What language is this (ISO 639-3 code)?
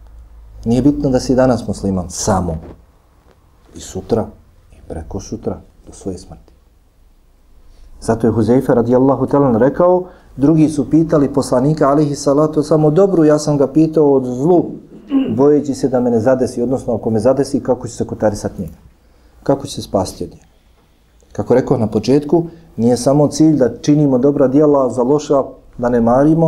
bos